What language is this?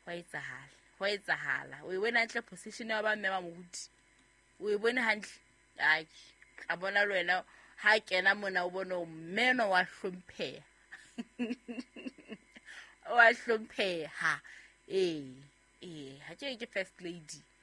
Southern Sotho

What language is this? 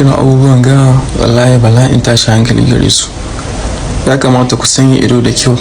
Hausa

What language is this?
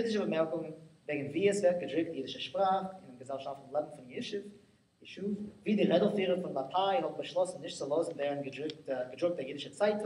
Yiddish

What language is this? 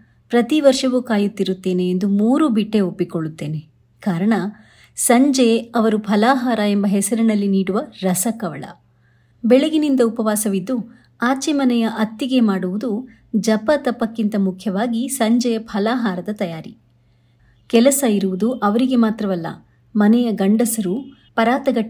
Kannada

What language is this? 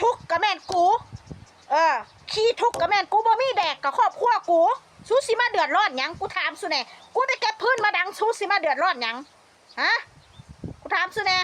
Northeastern Thai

